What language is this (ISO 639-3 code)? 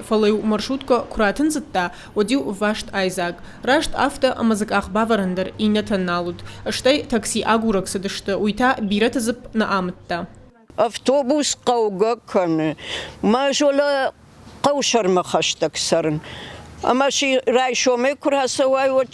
oss